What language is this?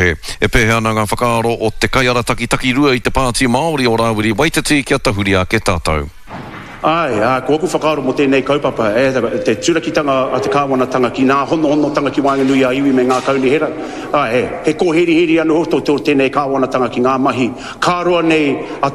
Māori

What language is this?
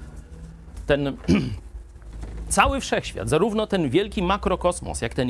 Polish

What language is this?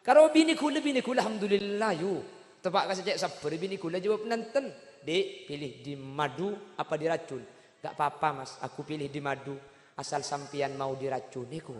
Madurese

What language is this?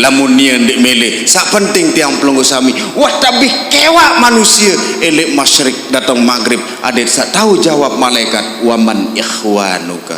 Sasak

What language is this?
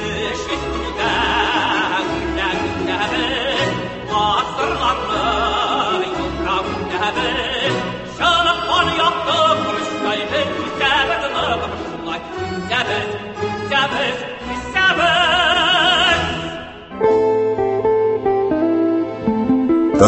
Tatar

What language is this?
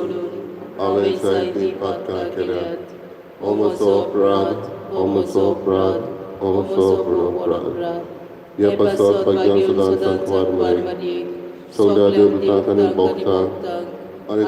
Konkani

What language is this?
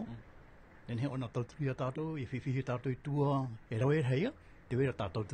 Tahitian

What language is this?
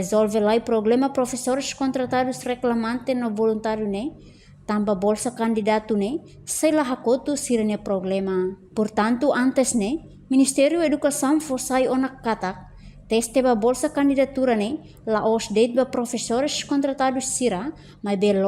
Tetum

